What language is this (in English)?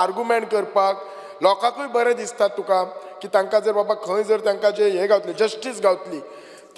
Konkani